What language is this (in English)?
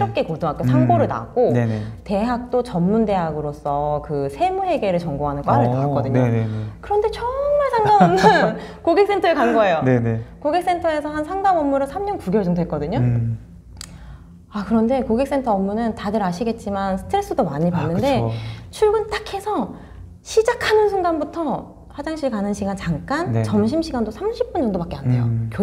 Korean